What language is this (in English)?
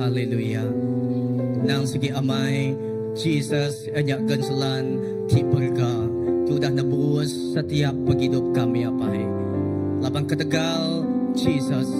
Iban